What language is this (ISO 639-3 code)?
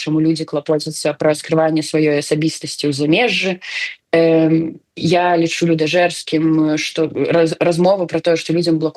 bel